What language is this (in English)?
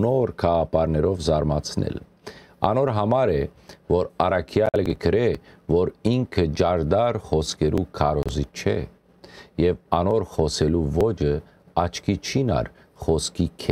Western Armenian